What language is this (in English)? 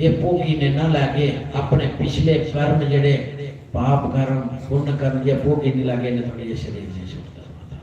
Dogri